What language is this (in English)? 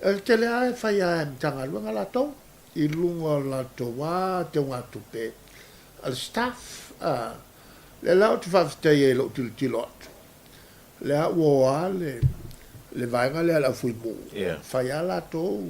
Samoan